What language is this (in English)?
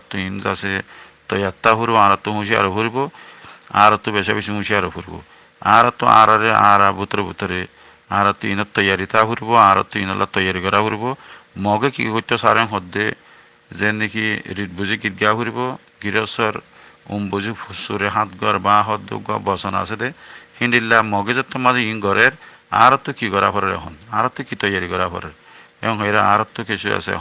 Rohingya